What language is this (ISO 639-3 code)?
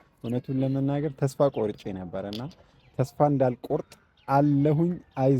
amh